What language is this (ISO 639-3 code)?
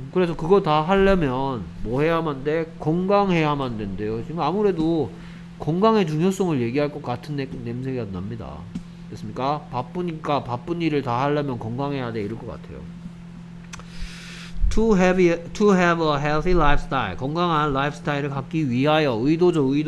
kor